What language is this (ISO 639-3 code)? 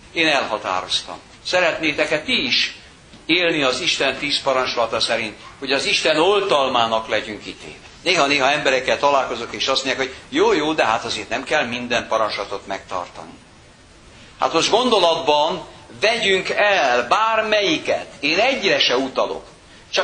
hun